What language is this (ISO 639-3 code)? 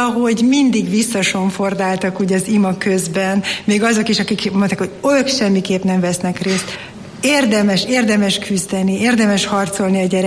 hun